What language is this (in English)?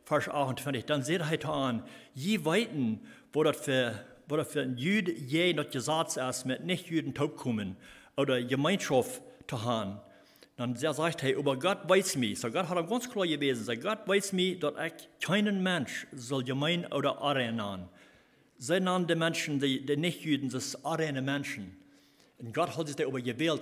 Plautdietsch